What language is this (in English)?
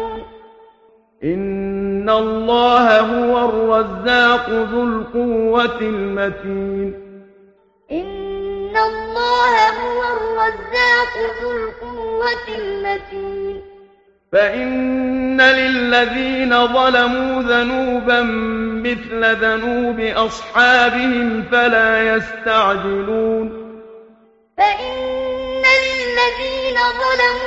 Arabic